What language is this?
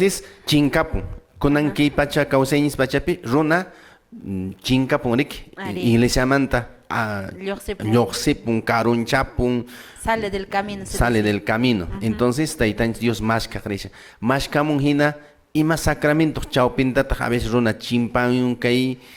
Quechua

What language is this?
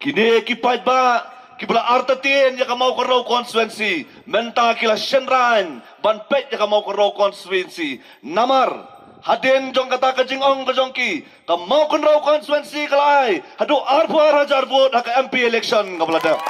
Khasi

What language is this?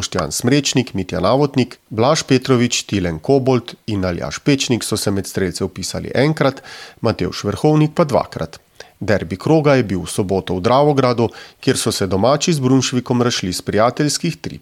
Slovenian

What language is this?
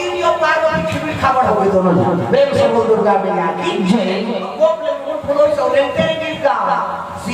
Chhattisgarhi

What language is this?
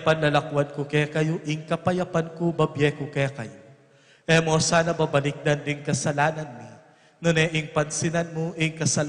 Pampanga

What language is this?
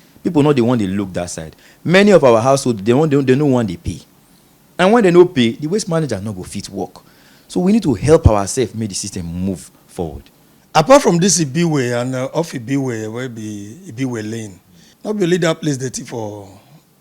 Nigerian Pidgin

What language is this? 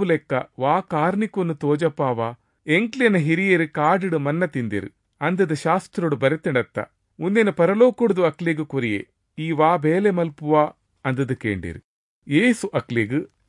Tulu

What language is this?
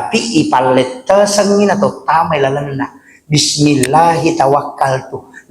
Buginese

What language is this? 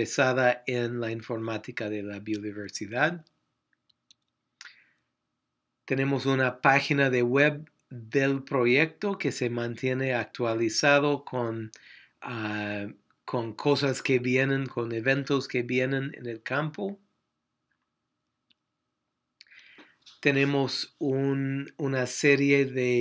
Spanish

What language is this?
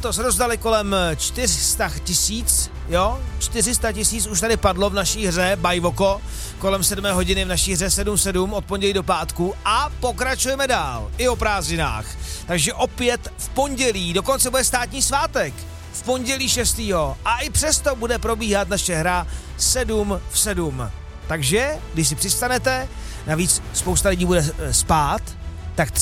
Czech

